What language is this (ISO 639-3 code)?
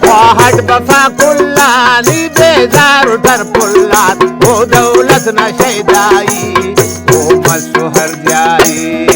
brh